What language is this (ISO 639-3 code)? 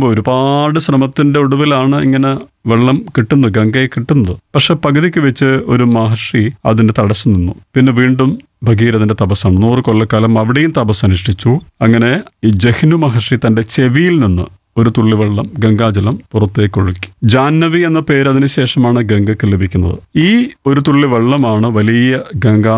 mal